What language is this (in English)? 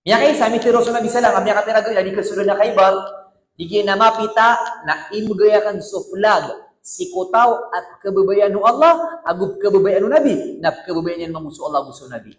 Maranao